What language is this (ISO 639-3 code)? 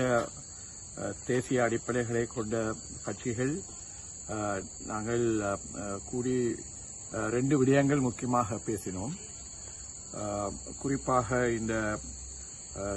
tam